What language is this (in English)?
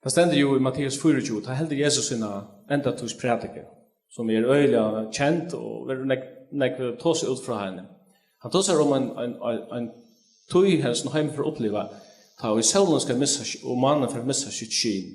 Faroese